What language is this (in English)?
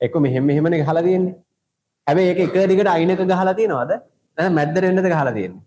Sinhala